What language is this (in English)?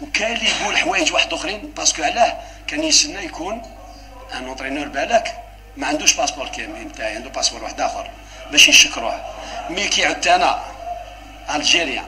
Algerian Arabic